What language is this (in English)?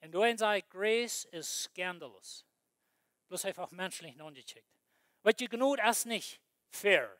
Plautdietsch